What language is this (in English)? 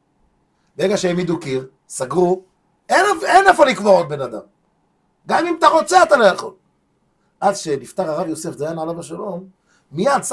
Hebrew